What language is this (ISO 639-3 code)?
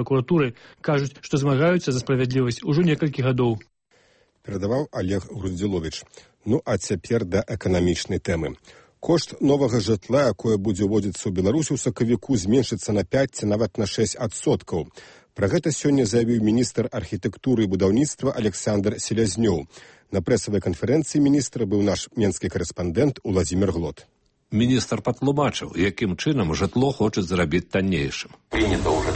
bel